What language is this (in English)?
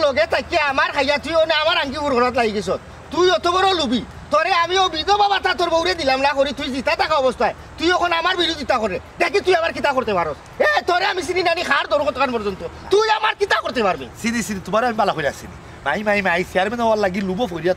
Sylheti